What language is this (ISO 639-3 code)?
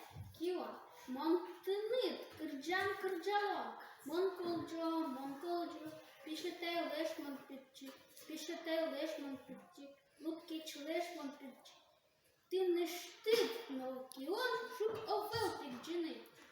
udm